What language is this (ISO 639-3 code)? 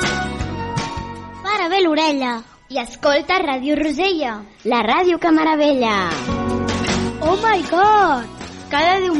cat